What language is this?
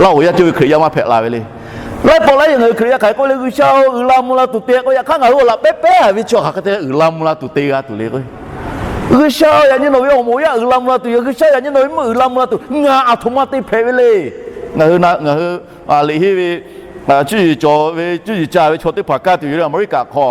Lahu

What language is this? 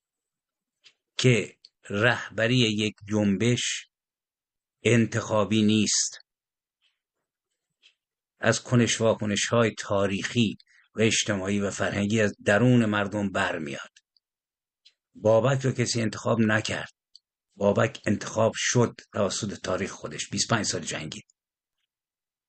Persian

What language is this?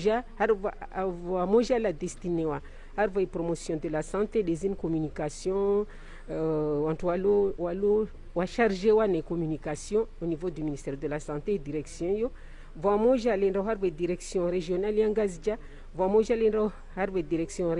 Ngazidja Comorian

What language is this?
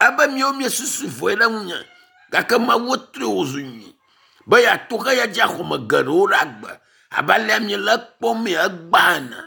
Ewe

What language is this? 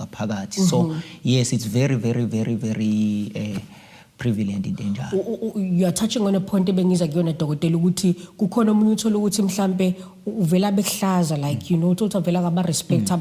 Zulu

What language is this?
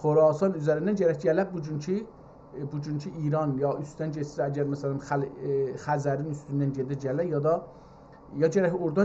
South Azerbaijani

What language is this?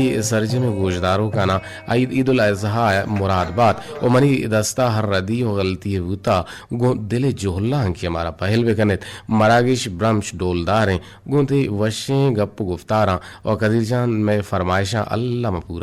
Eastern Balochi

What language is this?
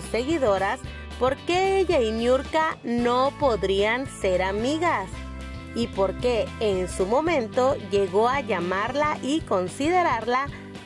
Spanish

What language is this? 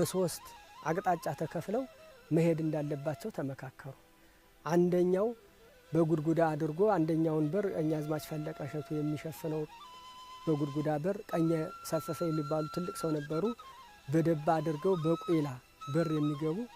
Amharic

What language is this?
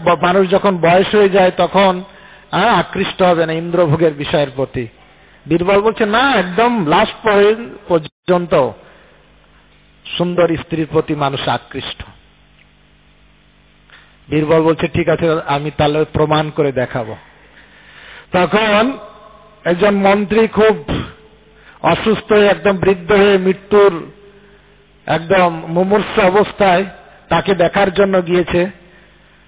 Bangla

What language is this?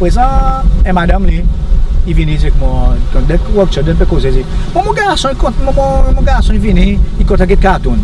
Seselwa Creole French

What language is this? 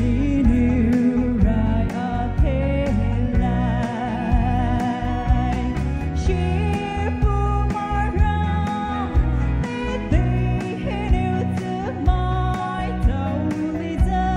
Poumei Naga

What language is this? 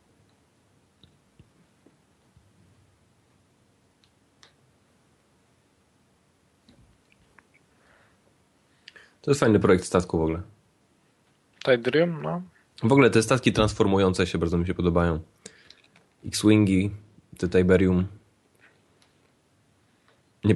Polish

